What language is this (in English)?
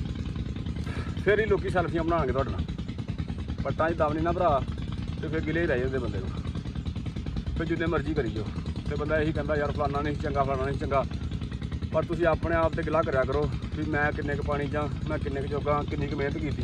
Punjabi